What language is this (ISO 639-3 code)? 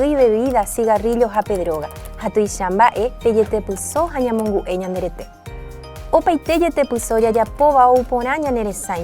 grn